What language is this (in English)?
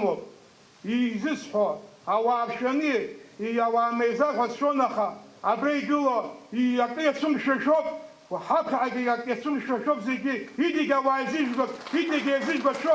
Abkhazian